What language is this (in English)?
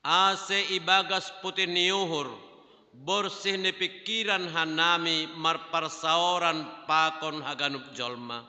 Batak Simalungun